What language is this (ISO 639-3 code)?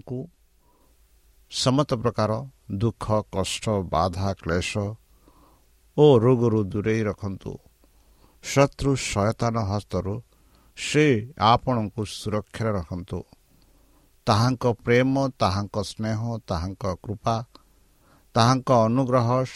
ori